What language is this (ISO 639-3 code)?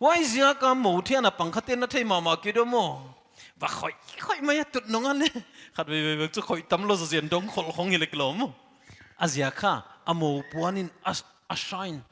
pck